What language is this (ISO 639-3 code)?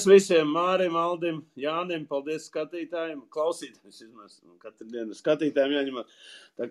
lav